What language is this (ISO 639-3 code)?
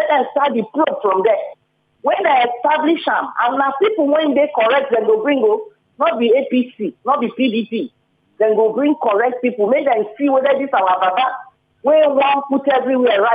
pcm